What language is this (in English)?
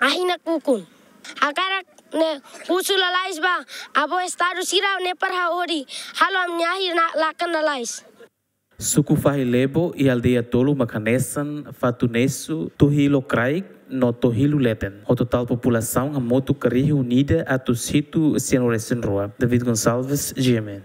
Tetum